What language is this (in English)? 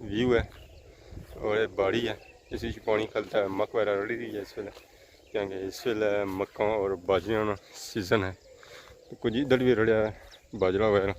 Pahari-Potwari